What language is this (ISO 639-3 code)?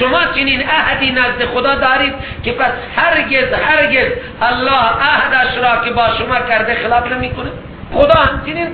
fas